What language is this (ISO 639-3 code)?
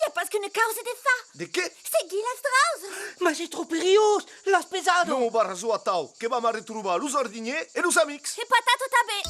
oci